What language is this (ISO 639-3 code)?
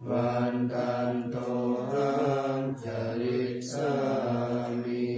pli